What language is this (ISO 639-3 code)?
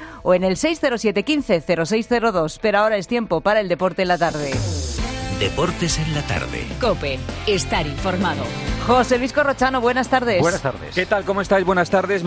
spa